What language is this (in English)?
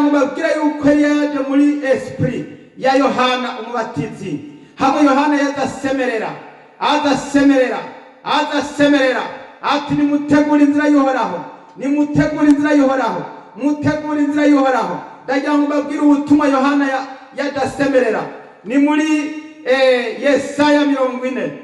Rundi